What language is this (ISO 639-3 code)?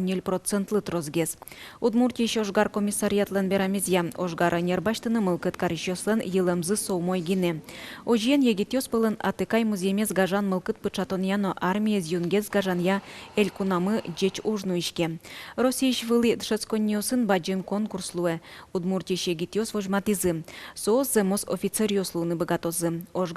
udm